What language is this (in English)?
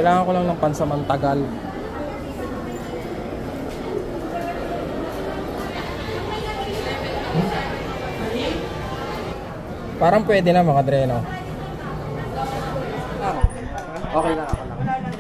Filipino